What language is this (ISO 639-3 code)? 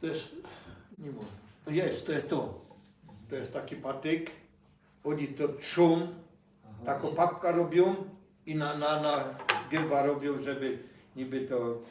szl